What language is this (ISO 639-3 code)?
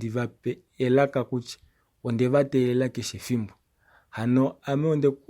kua